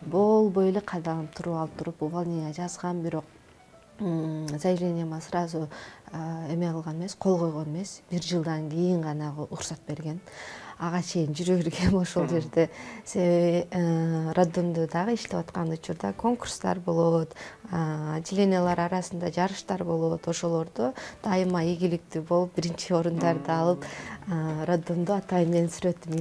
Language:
Kyrgyz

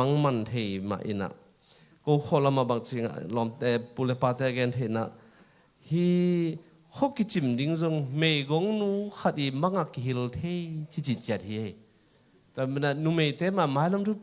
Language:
Tedim Chin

